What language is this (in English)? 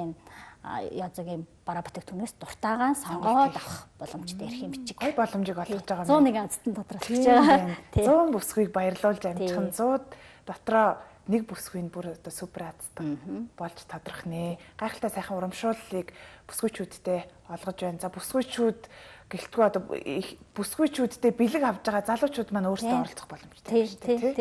Mongolian